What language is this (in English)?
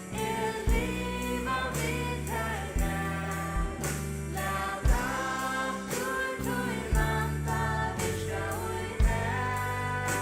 Faroese